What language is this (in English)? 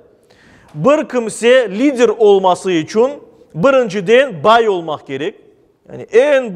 Crimean Tatar